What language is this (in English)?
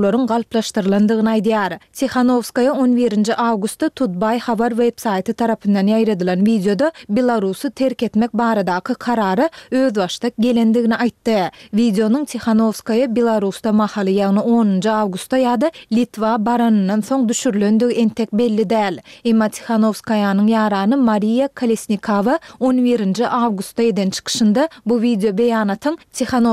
Turkmen